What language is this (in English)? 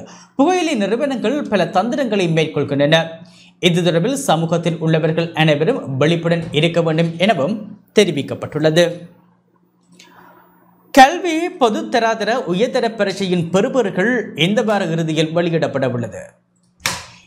Tamil